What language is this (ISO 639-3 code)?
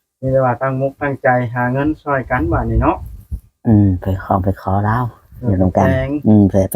lao